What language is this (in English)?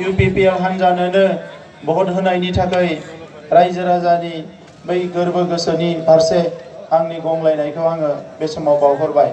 Bodo